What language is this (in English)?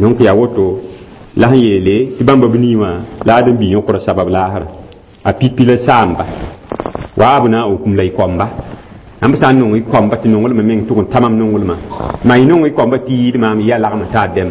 Mossi